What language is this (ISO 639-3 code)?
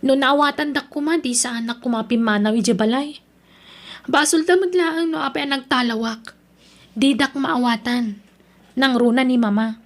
ilo